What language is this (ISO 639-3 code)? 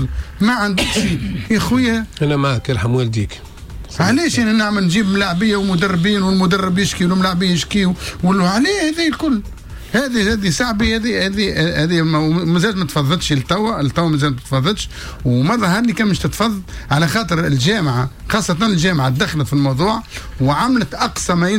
aeb